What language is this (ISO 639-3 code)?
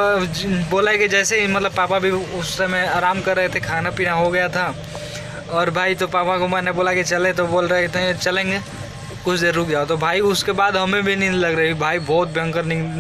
hin